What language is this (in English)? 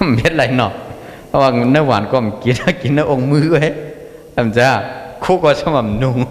Shan